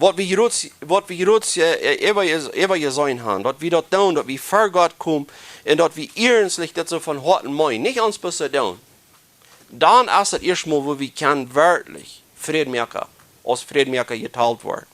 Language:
Plautdietsch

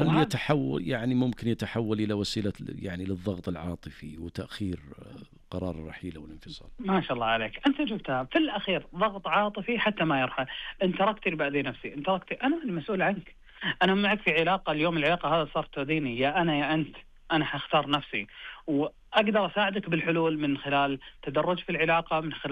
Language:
Najdi Arabic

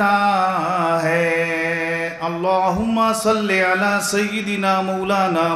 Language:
Urdu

